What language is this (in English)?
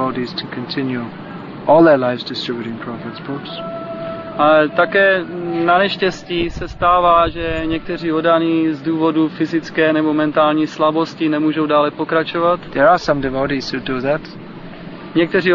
Czech